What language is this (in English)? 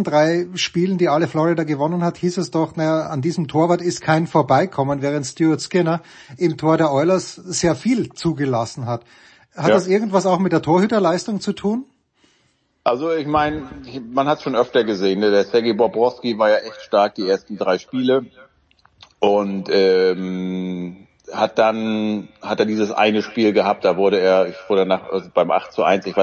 German